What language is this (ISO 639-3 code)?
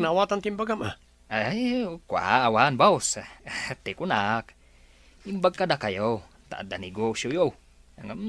ilo